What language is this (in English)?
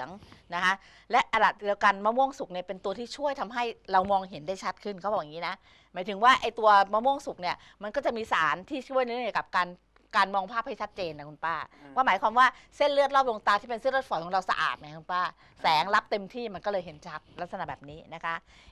Thai